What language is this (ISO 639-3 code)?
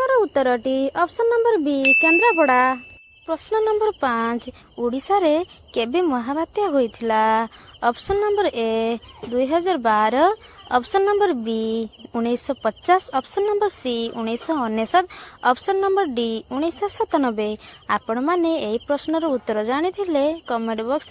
ori